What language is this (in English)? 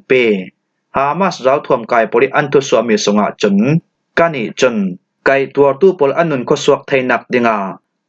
Falam Chin